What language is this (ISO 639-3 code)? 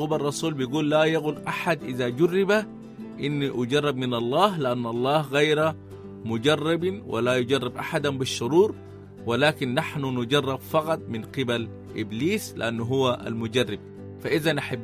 apd